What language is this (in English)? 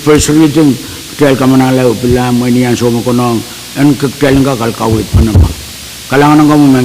Pohnpeian